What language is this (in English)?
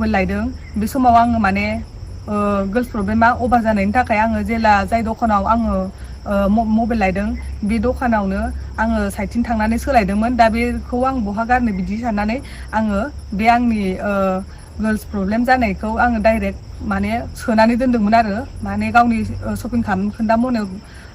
Bodo